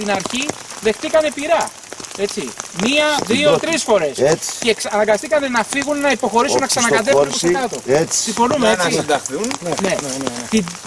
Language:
Greek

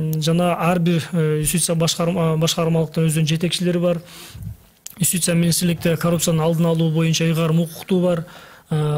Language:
Kyrgyz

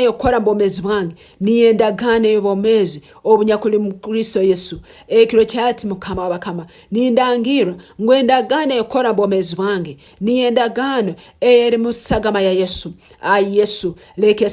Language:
Nyankole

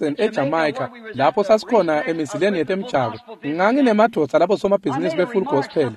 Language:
Swati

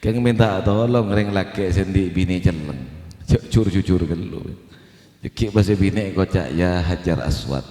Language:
Madurese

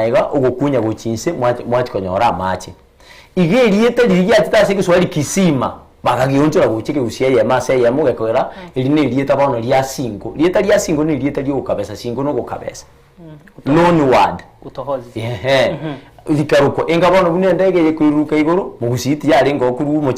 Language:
Gusii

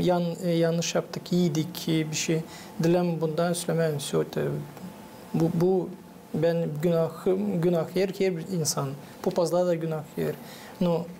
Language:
Gagauz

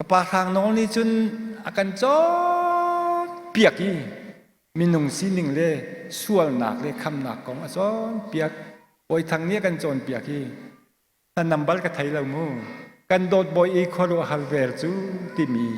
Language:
Hakha Chin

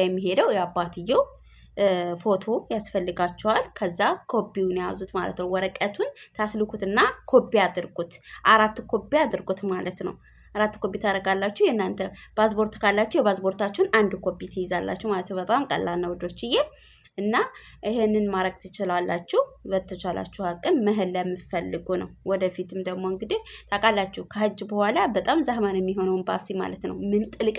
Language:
Amharic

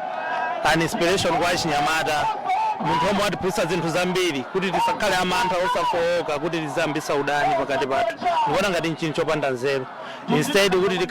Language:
Nyanja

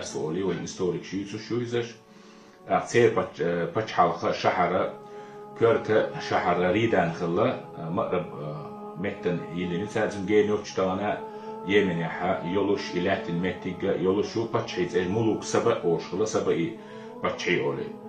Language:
Chechen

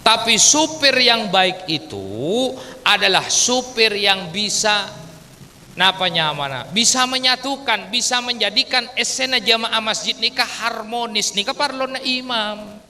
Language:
Madurese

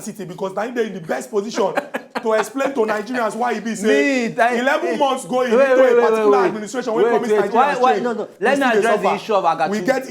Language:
Nigerian Pidgin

